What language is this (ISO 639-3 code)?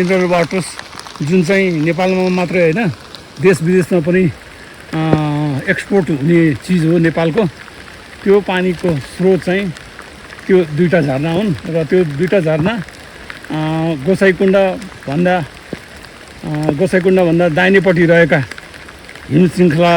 nep